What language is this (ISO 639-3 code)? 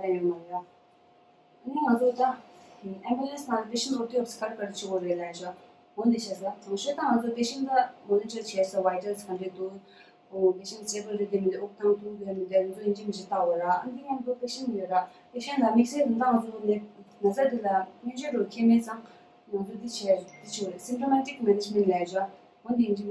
bod